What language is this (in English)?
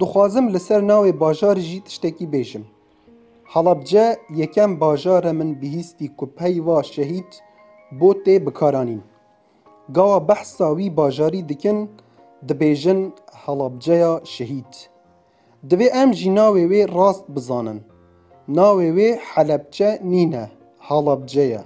Kurdish